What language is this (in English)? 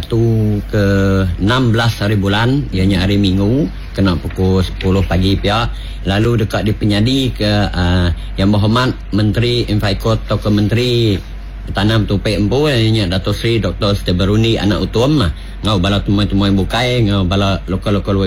Iban